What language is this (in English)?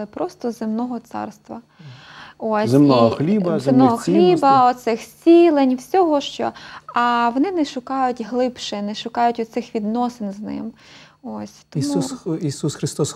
Ukrainian